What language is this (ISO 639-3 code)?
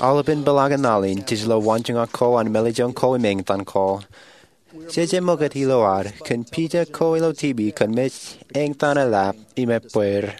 mah